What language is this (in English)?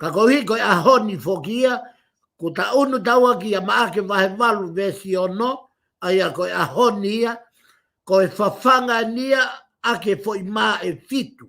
Tongan